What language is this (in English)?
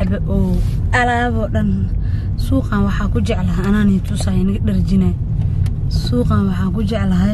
Somali